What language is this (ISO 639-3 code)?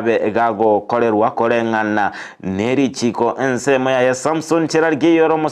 guz